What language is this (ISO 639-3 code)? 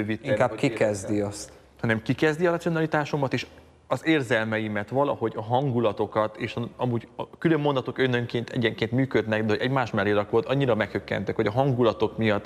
hun